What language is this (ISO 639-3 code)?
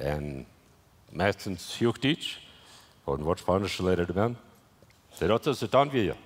pdt